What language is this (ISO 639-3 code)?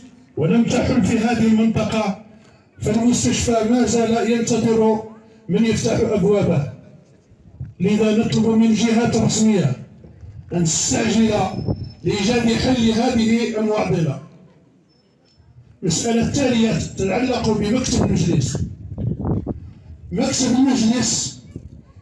ara